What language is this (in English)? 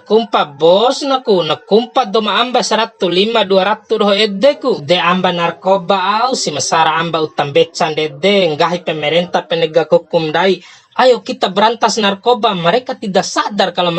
Bima